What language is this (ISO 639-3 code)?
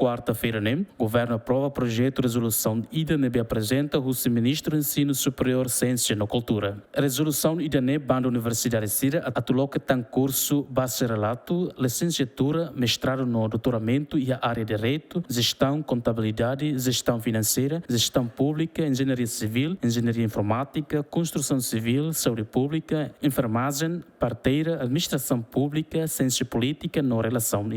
tet